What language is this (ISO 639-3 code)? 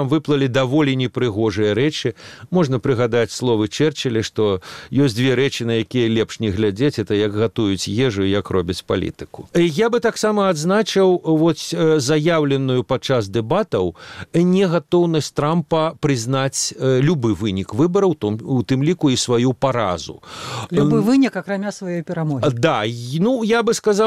bel